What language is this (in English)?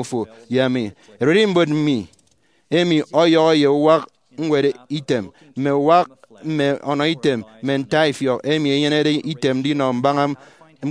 Efik